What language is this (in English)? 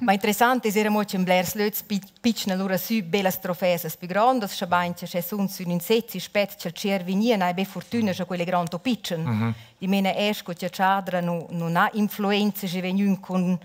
Romansh